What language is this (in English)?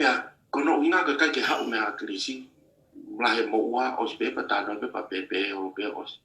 Tongan